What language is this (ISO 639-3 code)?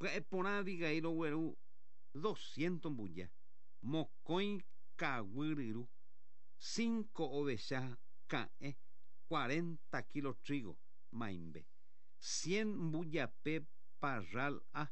grn